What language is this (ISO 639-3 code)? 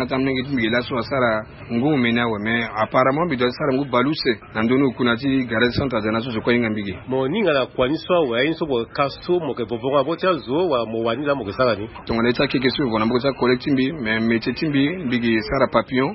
sag